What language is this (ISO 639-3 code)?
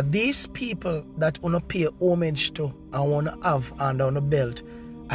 jam